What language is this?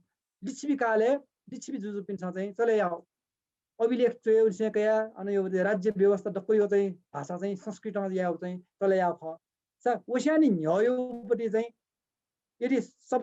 Newari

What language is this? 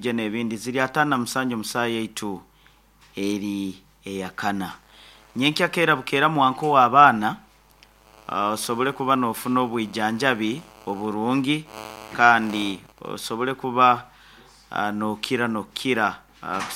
Nyoro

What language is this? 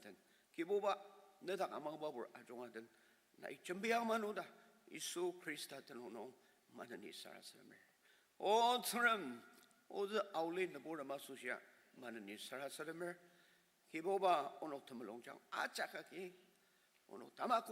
Ao Naga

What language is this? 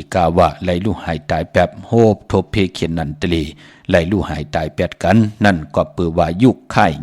Shan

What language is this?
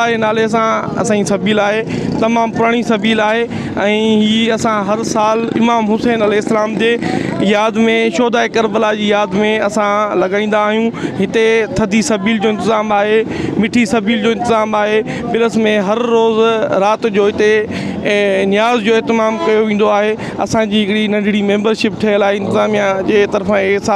Sindhi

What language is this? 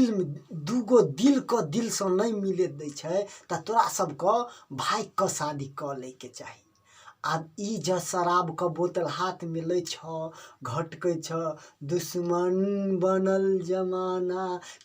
Maithili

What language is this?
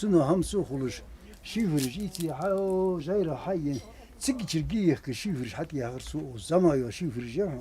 Ingush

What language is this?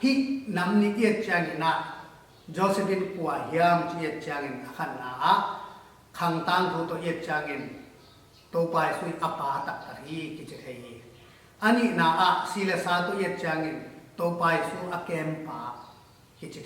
Tedim Chin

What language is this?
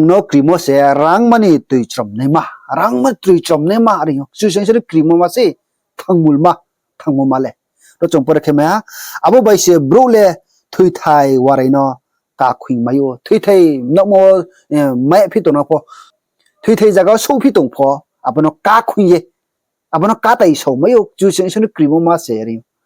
Riang (India)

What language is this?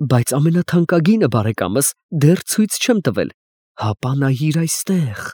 Armenian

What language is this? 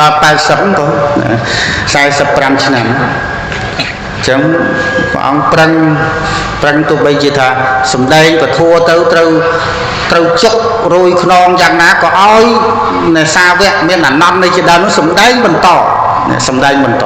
Khmer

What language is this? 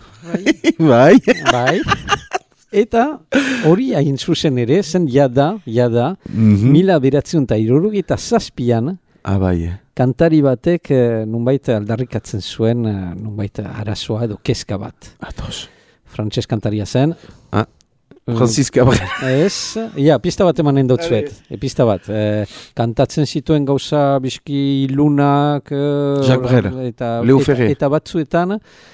Basque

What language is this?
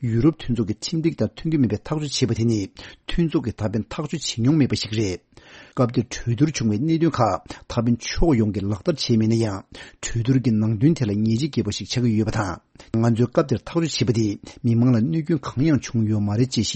Tibetan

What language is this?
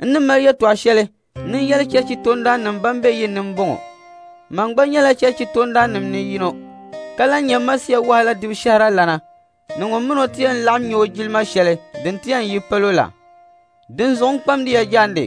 Dagbani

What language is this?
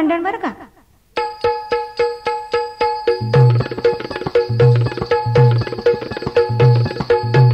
Marathi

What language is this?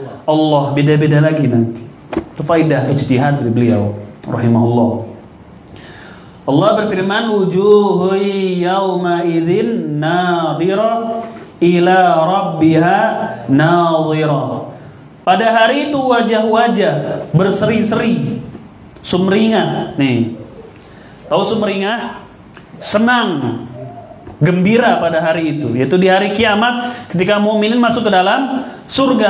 Indonesian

